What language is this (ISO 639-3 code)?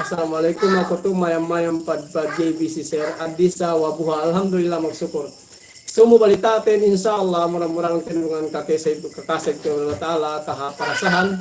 yka